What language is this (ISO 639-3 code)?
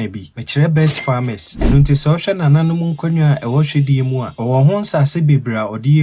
aka